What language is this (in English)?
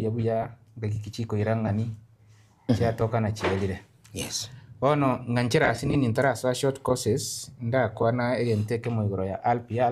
Gusii